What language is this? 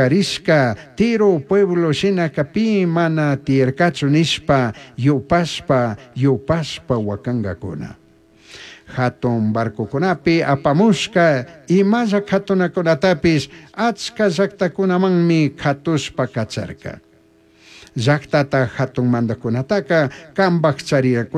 Chimborazo Highland Quichua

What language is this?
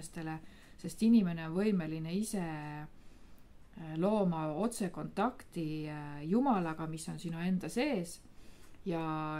Estonian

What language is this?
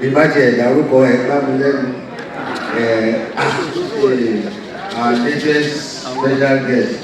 Yoruba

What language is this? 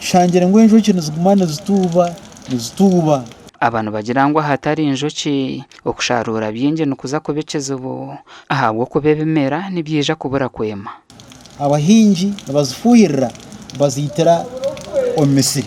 Nyankole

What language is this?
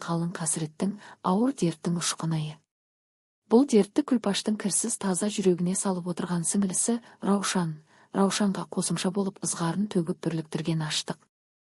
Kazakh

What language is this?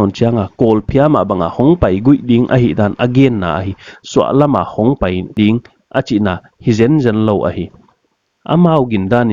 Paite Chin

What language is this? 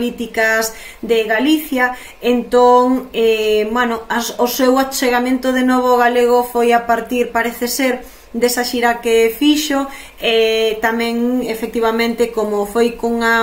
Galician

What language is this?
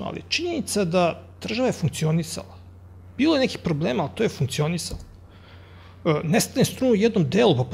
Serbian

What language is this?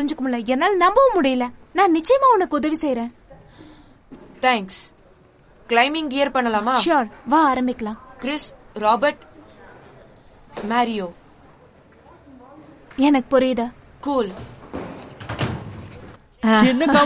Tamil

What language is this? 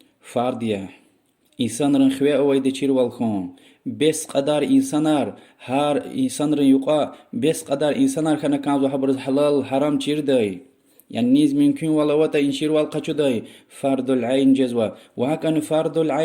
Lezghian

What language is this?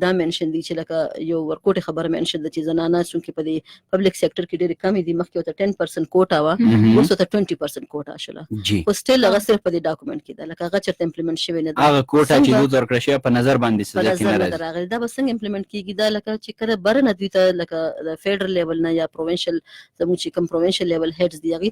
Pashto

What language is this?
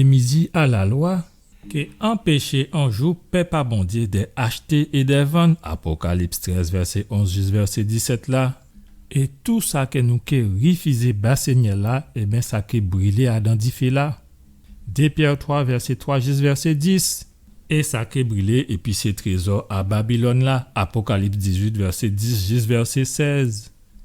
Guadeloupean Creole French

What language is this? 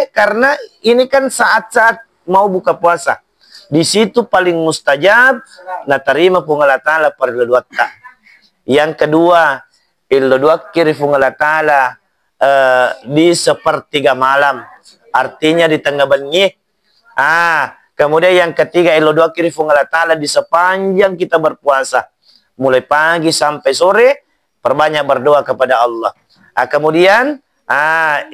Buginese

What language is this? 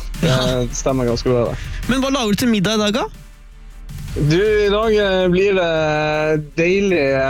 Norwegian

